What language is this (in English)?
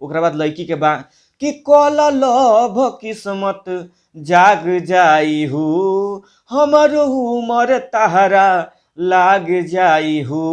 Bhojpuri